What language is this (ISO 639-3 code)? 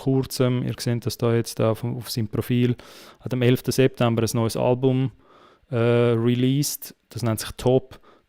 gsw